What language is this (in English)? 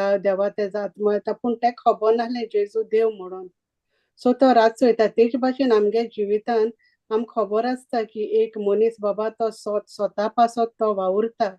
Konkani